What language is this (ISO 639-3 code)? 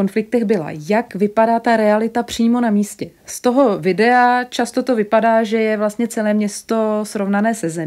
ces